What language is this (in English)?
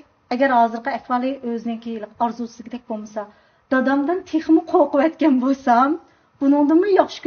Uyghur